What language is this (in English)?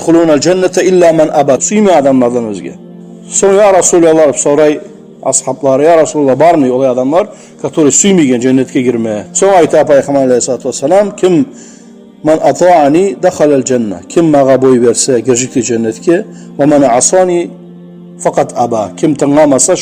Kumyk